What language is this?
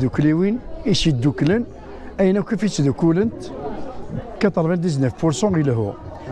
Kabyle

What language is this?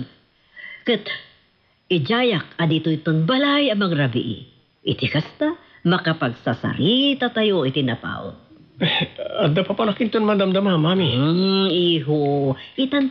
Iloko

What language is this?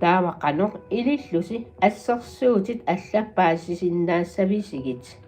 Kalaallisut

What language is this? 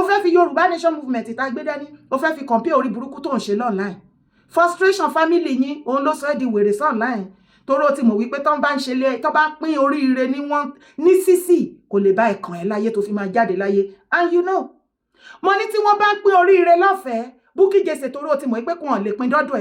Yoruba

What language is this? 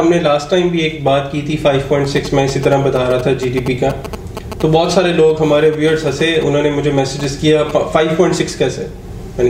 Urdu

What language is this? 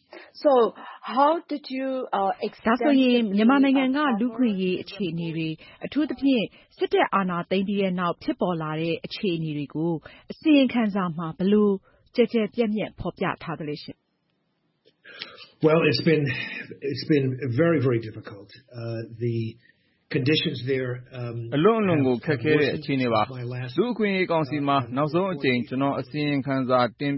Burmese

